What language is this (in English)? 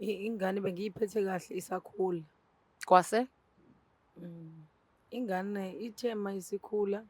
Zulu